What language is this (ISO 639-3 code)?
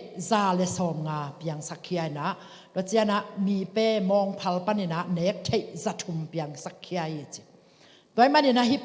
ctd